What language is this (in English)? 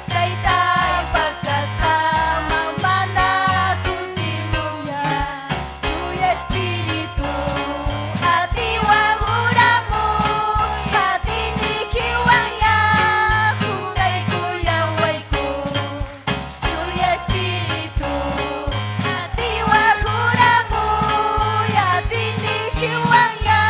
Ayacucho Quechua